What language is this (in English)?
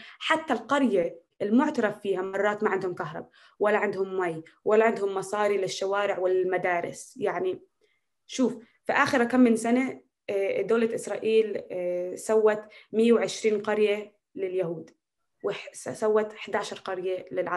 North Levantine Arabic